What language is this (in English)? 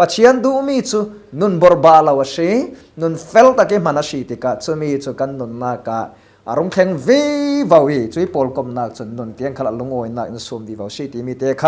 Falam Chin